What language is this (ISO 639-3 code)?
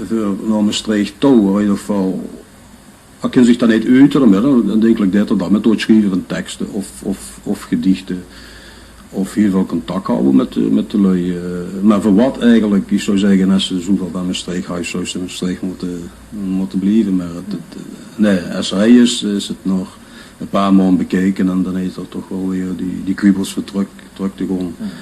lim